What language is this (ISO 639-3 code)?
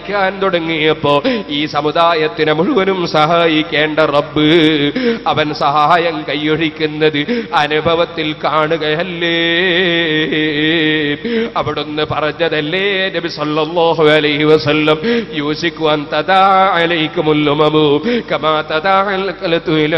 mal